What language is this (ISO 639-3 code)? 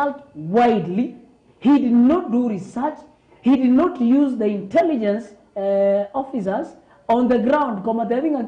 guz